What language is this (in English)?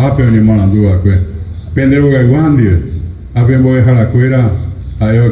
Guarani